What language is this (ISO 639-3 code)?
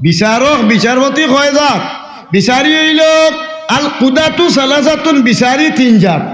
syl